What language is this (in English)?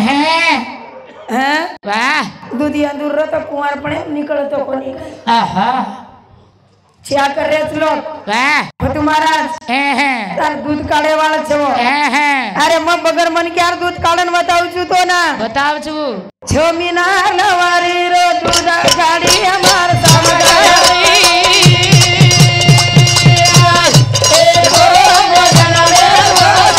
Lambadi